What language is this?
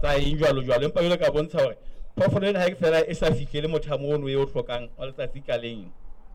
Southern Sotho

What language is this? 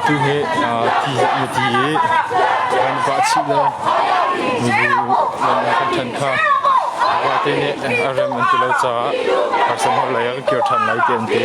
Hakha Chin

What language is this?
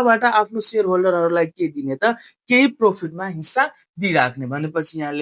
Nepali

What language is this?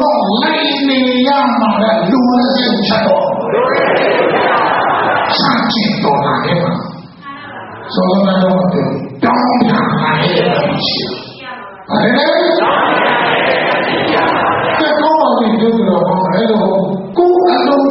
Burmese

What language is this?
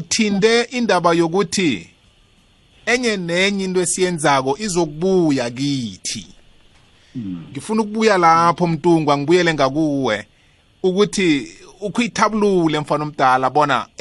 South Ndebele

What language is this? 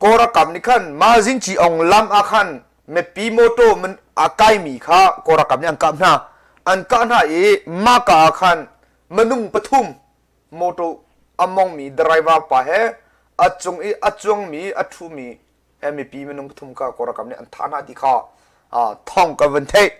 Hakha Chin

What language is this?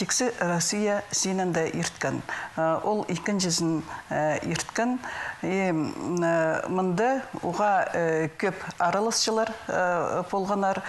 Khakas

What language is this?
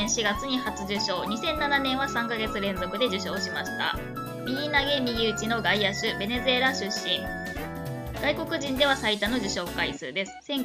Japanese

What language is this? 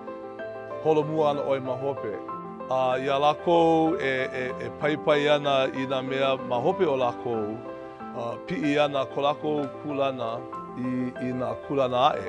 Hawaiian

